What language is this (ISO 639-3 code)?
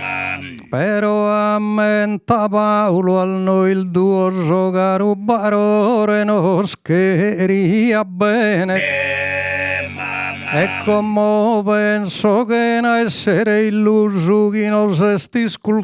srd